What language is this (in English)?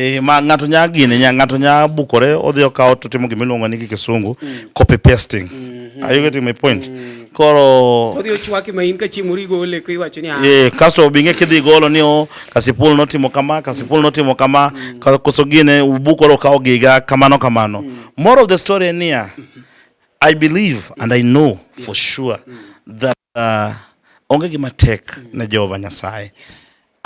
Luo (Kenya and Tanzania)